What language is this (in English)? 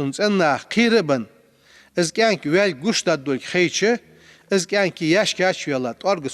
Ingush